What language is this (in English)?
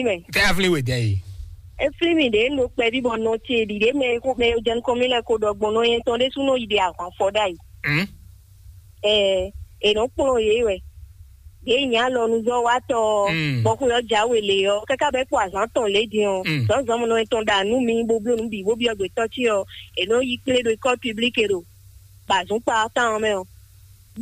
Fon